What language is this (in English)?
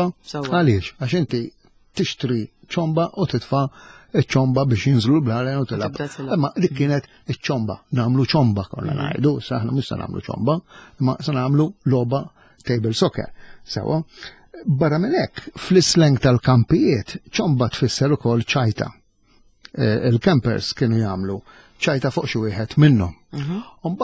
Maltese